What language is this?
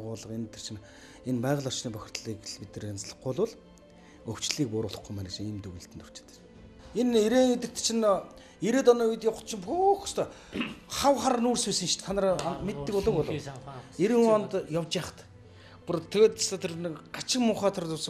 Mongolian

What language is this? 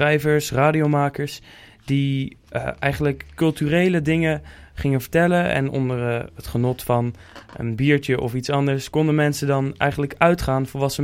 Dutch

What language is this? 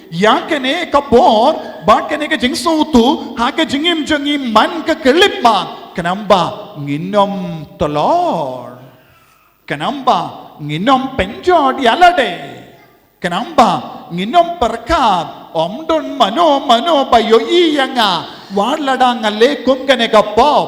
Khasi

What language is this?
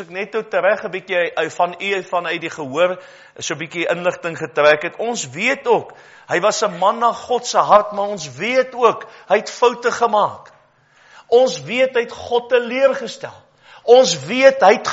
Afrikaans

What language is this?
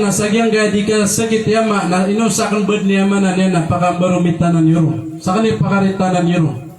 Maranao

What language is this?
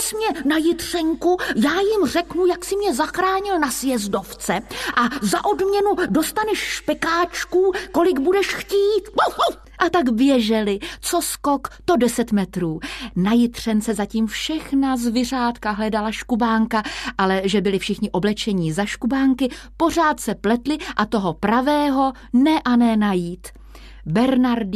Czech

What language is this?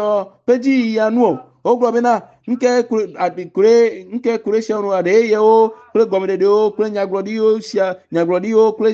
Ewe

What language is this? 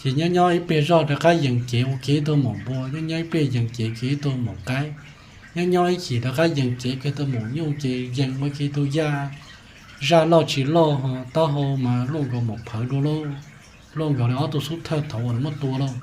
Hmong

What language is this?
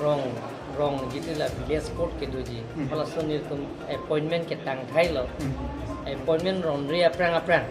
Karbi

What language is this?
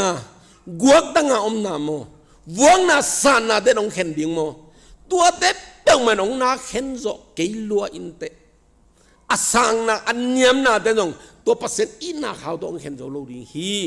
Tedim Chin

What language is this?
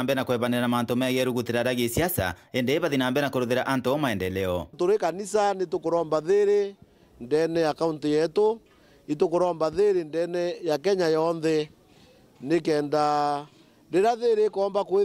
Meru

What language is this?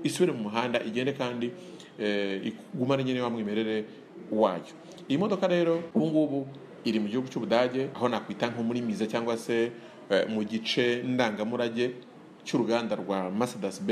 Kinyarwanda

